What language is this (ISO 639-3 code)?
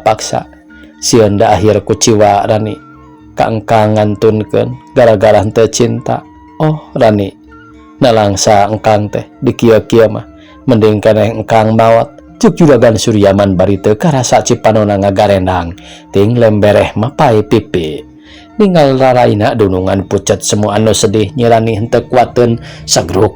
sun